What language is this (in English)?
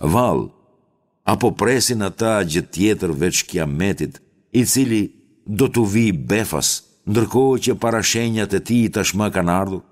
Albanian